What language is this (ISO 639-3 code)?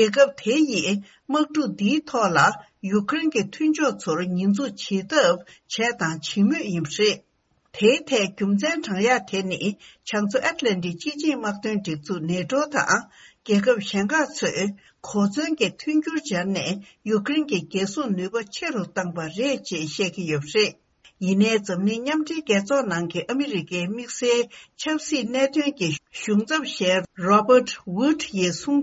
bod